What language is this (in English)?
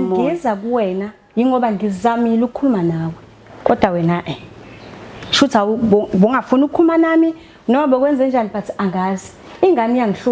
Zulu